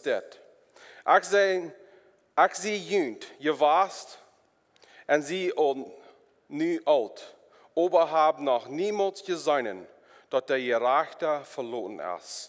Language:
Plautdietsch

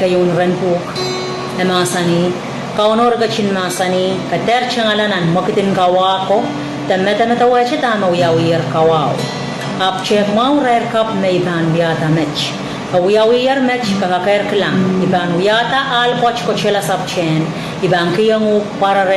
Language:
Pohnpeian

